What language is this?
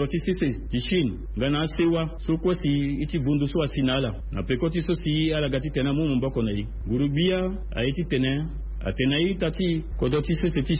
Sango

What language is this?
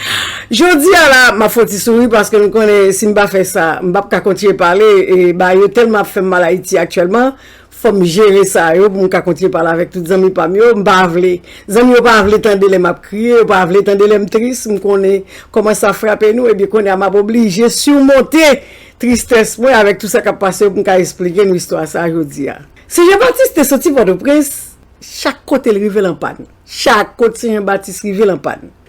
Haitian Creole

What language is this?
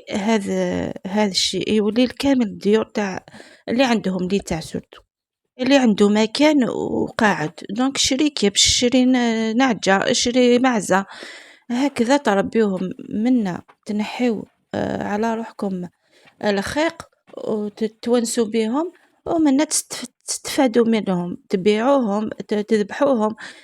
Algerian Arabic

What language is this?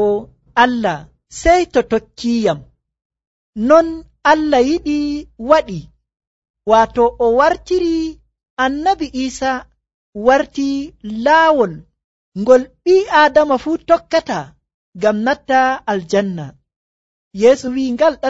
Nigerian Fulfulde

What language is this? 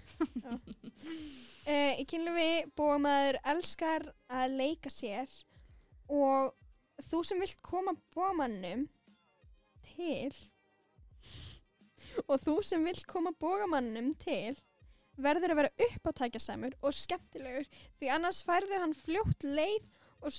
Icelandic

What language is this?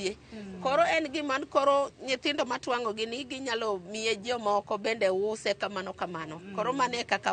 Luo (Kenya and Tanzania)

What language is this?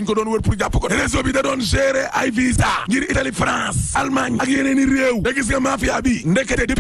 Wolof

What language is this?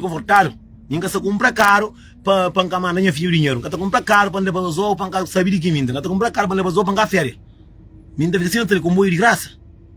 Kabuverdianu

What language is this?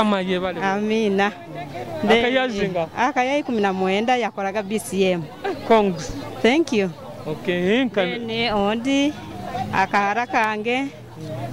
Nyoro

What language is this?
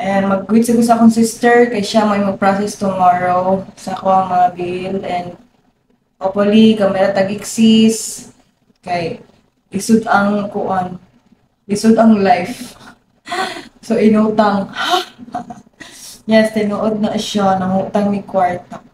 Cebuano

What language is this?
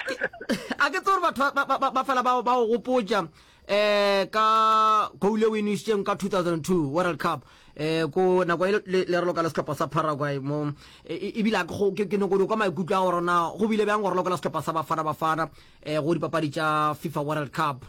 Northern Sotho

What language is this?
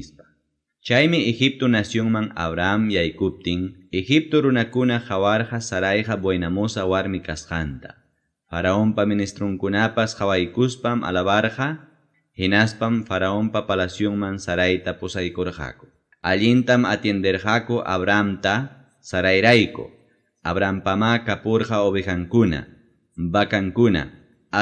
Ayacucho Quechua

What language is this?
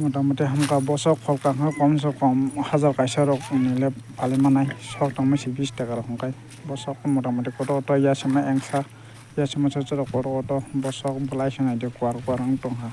Kok Borok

